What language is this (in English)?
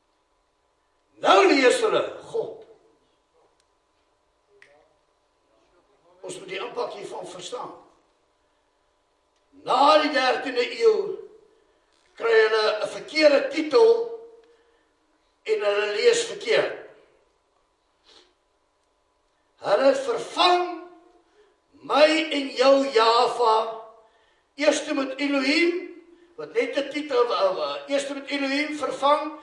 Afrikaans